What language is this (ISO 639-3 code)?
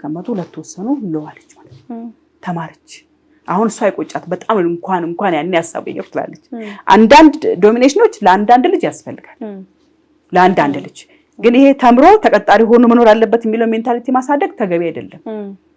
amh